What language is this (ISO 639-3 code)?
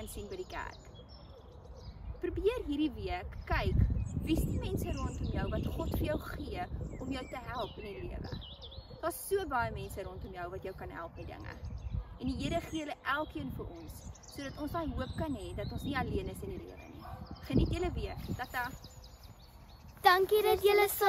afr